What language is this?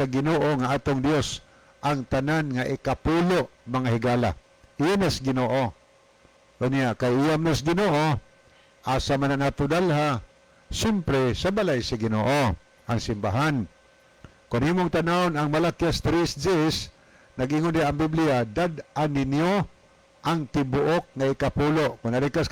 Cebuano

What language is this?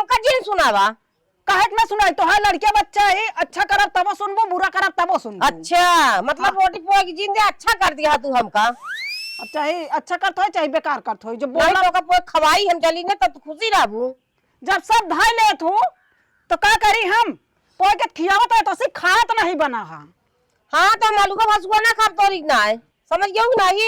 Awadhi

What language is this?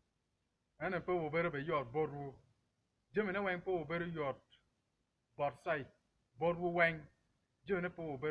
Acoli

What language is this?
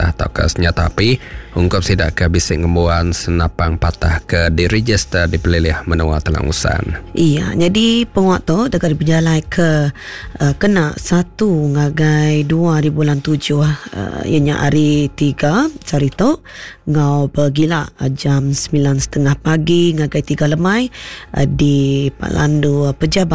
Iban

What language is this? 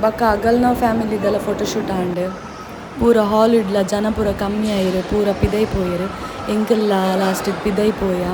Tulu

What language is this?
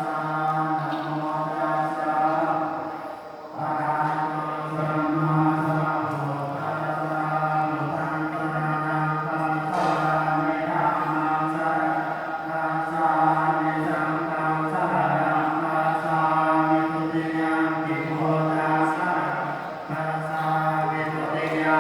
Pali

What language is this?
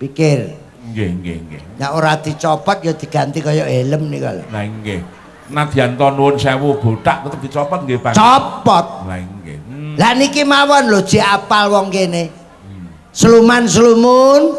Javanese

